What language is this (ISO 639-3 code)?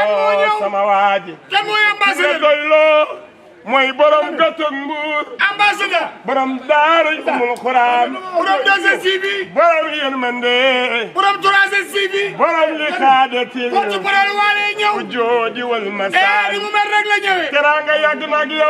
wol